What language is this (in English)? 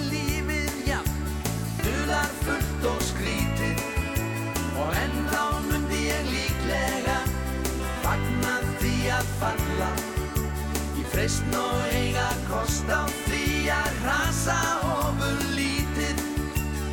Icelandic